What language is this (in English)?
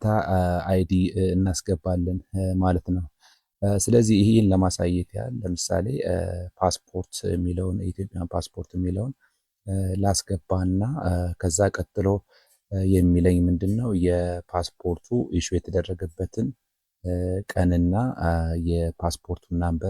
Amharic